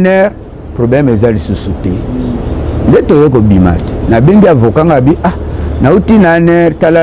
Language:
Lingala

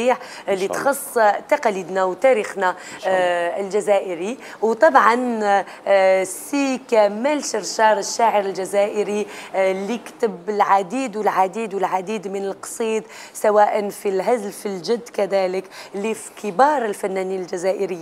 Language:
Algerian Arabic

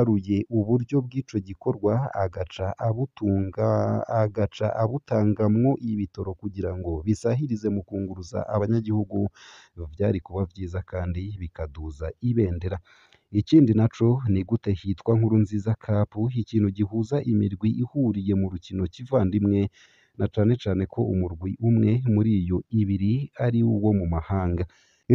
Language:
Rundi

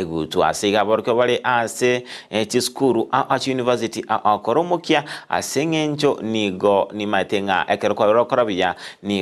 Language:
Gusii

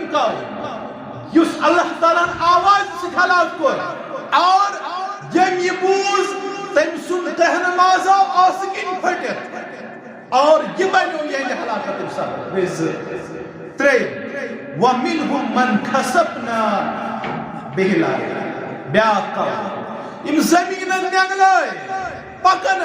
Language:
Kashmiri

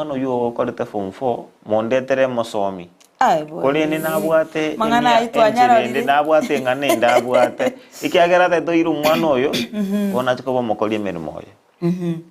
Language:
Gusii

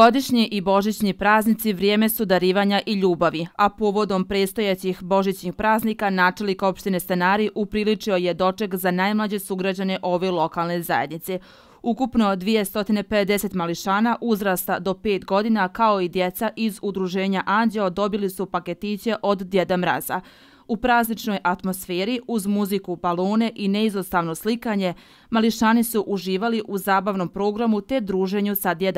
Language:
Bosnian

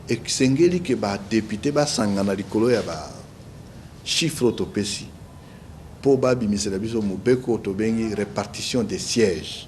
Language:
Lingala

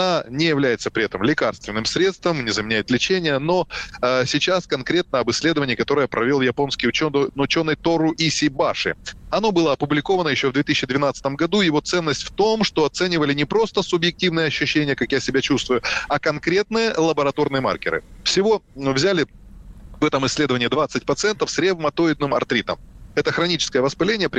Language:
Russian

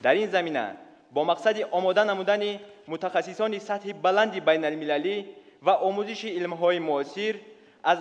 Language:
Tajik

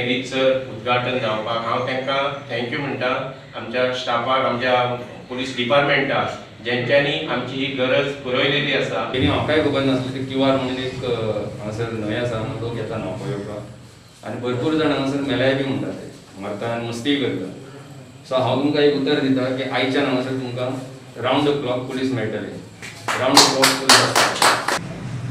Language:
Konkani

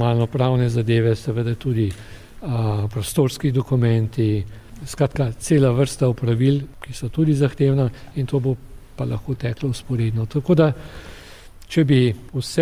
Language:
Slovenian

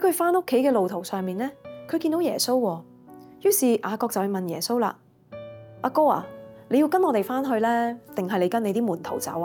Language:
Cantonese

